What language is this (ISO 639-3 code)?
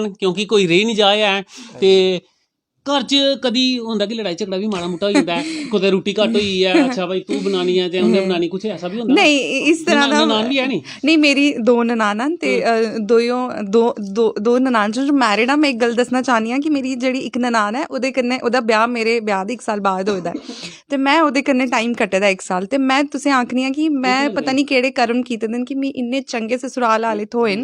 doi